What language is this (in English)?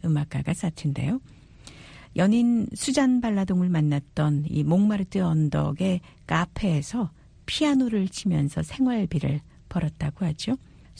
Korean